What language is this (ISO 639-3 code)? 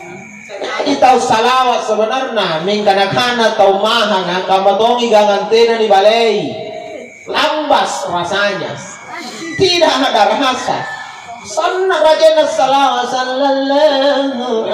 mak